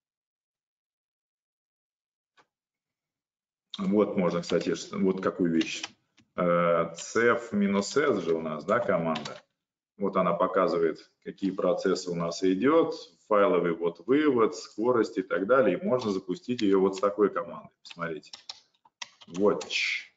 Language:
Russian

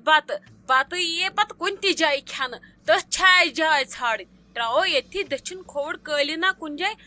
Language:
Kashmiri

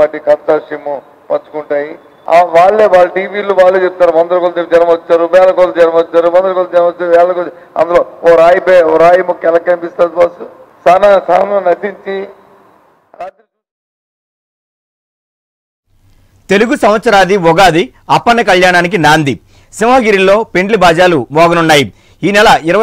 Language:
Telugu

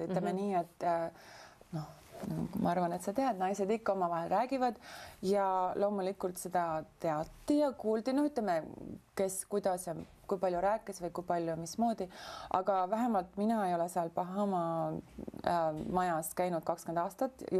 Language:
Estonian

